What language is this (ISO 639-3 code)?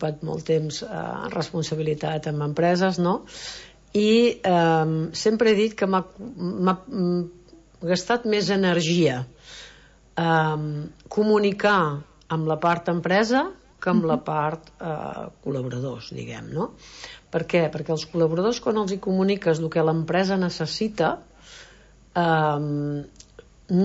cat